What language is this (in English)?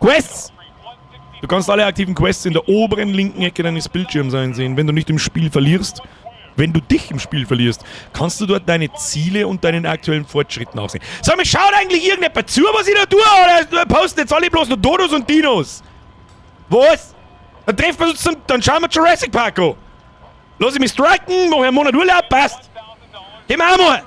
Bavarian